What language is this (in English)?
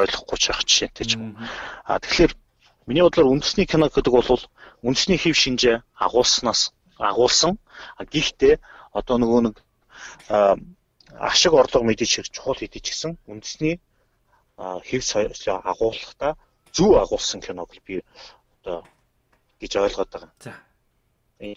Mongolian